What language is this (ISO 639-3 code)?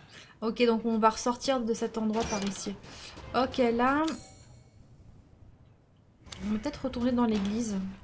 fra